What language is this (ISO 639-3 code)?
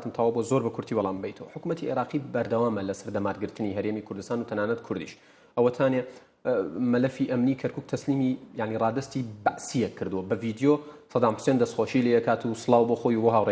ckb